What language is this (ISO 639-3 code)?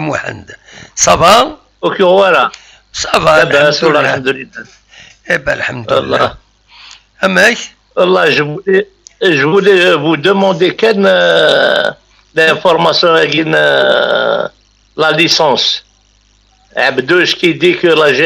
kab